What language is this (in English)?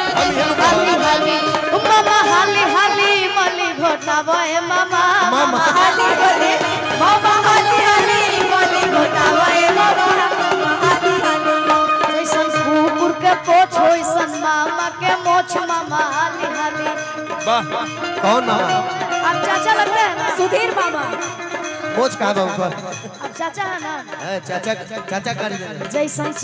Bhojpuri